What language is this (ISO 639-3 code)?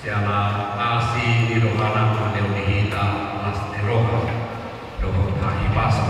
bbc